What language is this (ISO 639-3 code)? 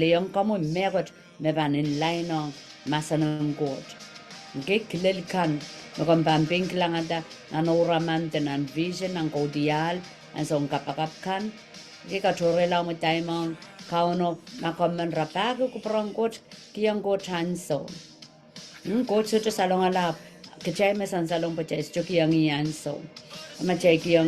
pon